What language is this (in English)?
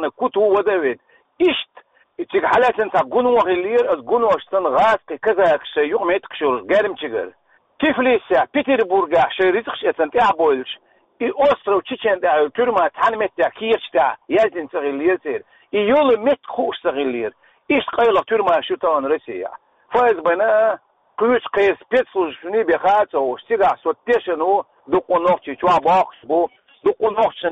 Chechen